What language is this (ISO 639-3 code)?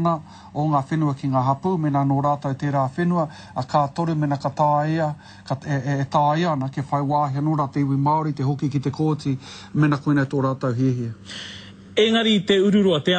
mri